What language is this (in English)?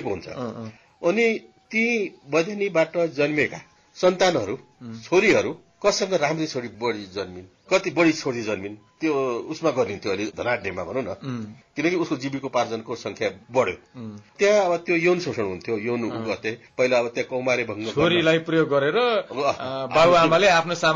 Nepali